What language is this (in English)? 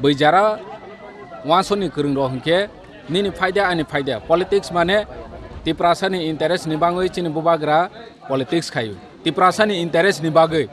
Kok Borok